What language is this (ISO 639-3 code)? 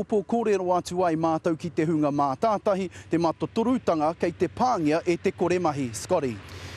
mri